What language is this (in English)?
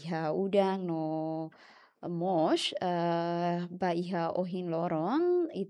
Tetum